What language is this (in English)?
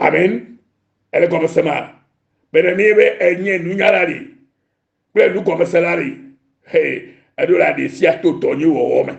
Ewe